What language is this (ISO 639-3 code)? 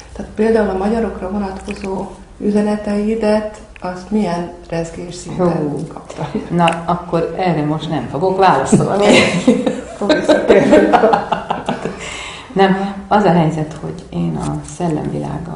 hun